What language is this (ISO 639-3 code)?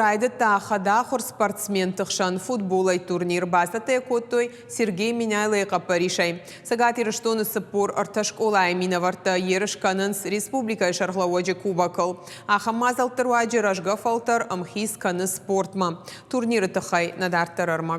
oss